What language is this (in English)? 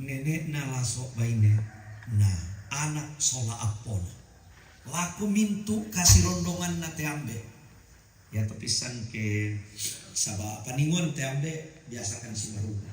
Toraja-Sa'dan